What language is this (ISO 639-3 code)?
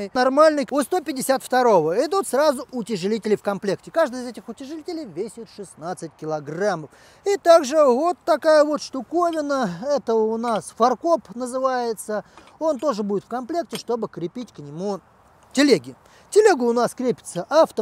rus